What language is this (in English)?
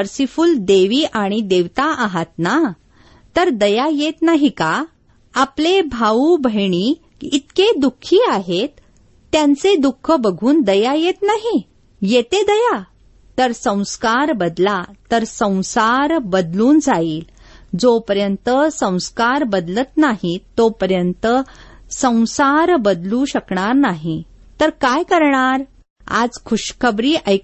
Marathi